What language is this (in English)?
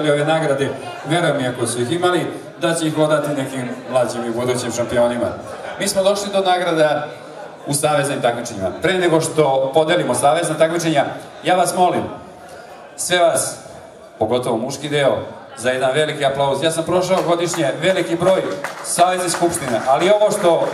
Serbian